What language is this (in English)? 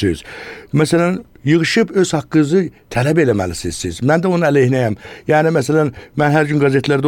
Azerbaijani